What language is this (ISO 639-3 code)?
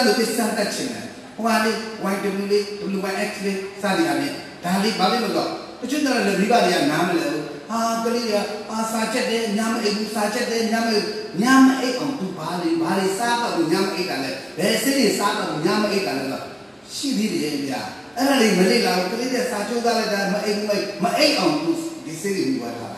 mya